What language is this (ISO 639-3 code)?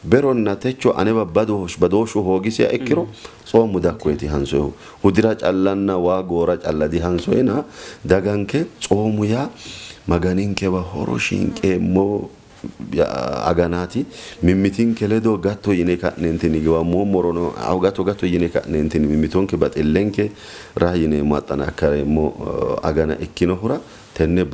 sid